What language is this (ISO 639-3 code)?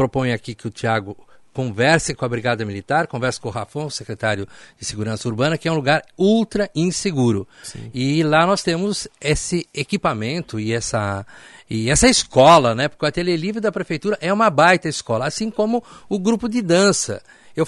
por